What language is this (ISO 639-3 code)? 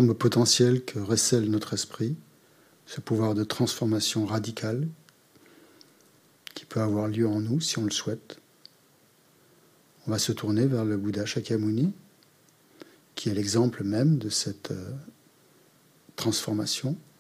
fra